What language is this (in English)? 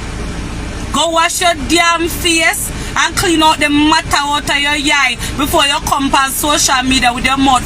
Jamaican Creole English